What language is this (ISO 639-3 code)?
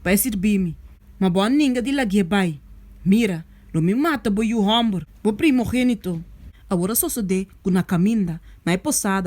pap